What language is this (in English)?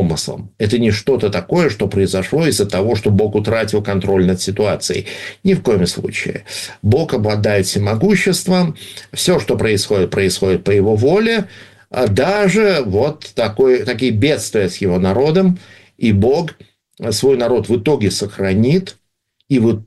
Russian